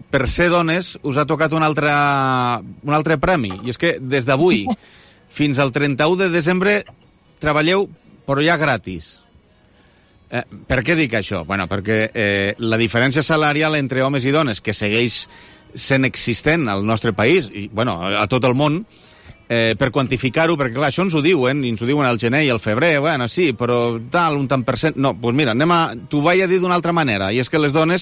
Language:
Catalan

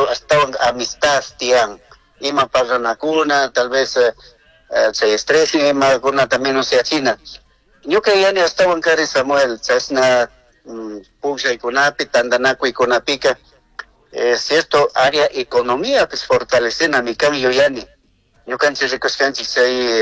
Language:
Chimborazo Highland Quichua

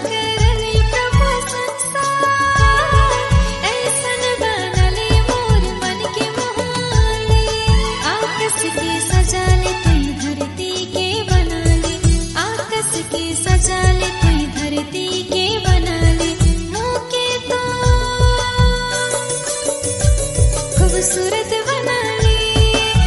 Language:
Sadri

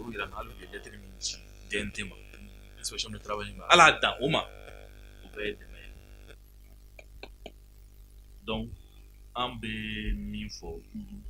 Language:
Bambara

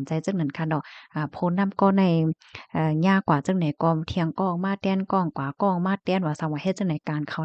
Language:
Shan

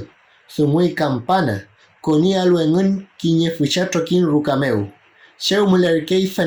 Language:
Mapuche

